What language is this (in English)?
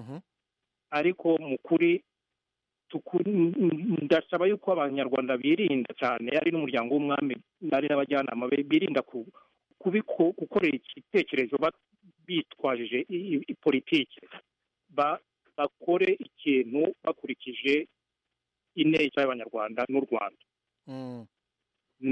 Kinyarwanda